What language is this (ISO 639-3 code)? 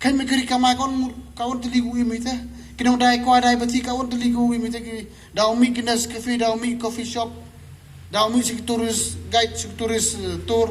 pbv